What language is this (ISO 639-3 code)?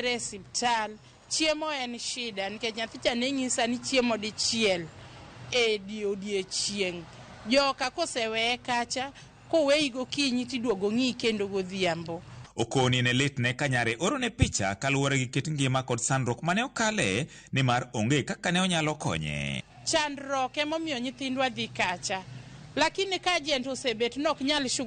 luo